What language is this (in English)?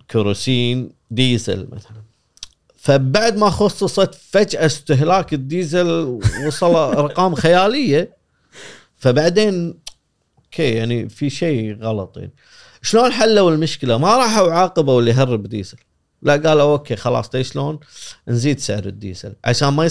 Gulf Arabic